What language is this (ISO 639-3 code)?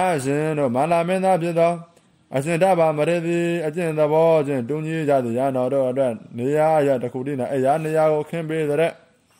mya